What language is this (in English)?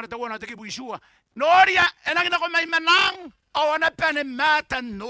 Gilbertese